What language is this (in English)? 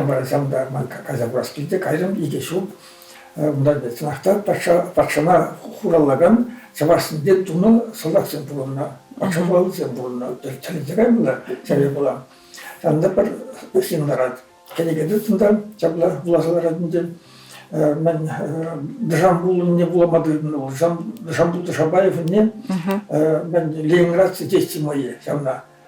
Chuvash